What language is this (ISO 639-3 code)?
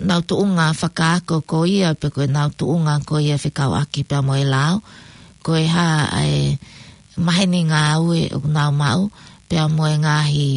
ton